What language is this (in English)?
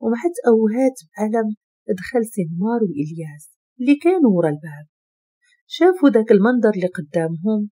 Moroccan Arabic